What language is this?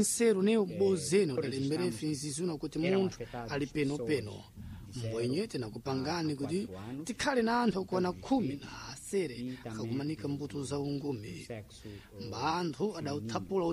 Sena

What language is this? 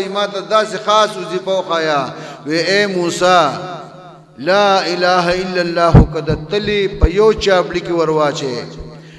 Pashto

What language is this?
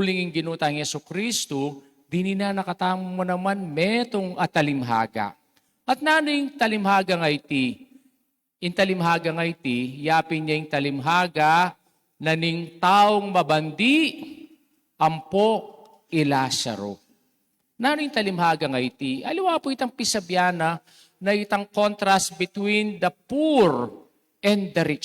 Pampanga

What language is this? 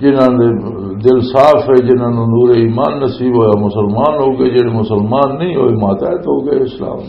Western Panjabi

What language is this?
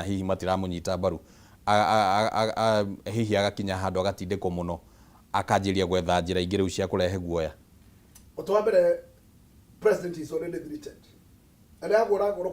Kikuyu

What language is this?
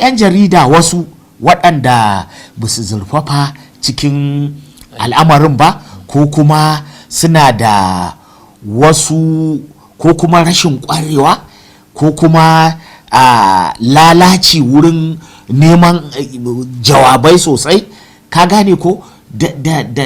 Hausa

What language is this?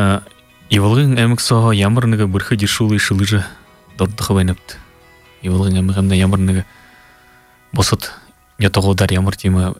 Buriat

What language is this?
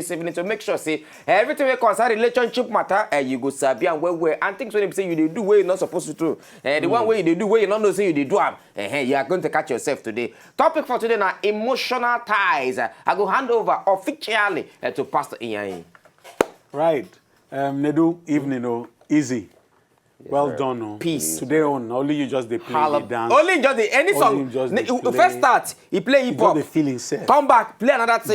Nigerian Pidgin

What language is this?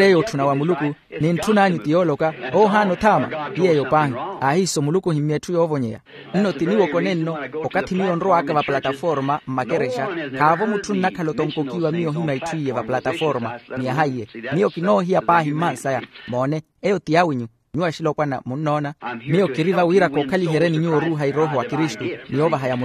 Makhuwa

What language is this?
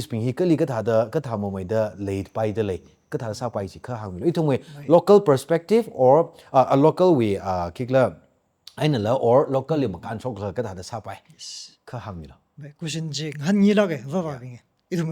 Tangkhul Naga (India)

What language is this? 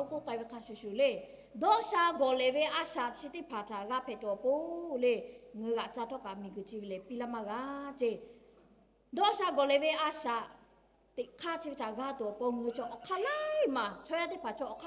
Lahu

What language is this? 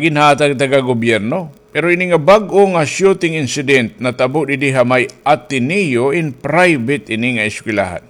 Waray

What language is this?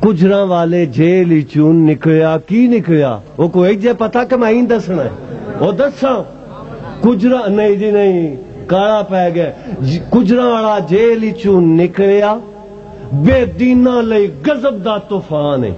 Western Panjabi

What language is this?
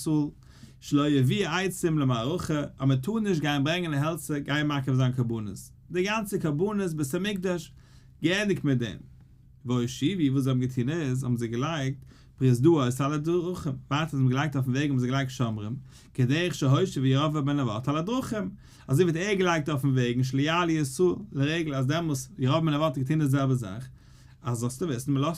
Yiddish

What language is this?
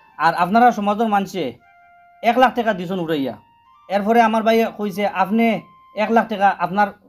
Sylheti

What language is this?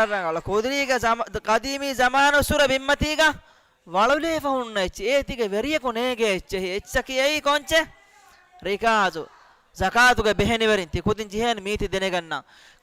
Divehi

